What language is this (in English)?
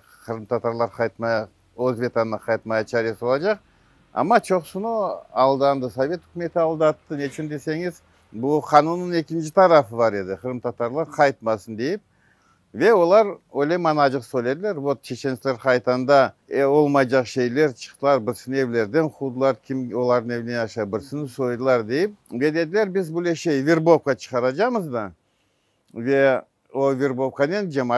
Crimean Tatar